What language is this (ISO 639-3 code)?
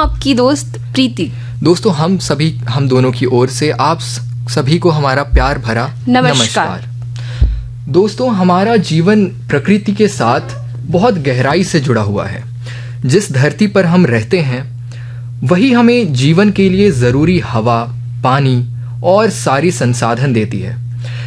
hin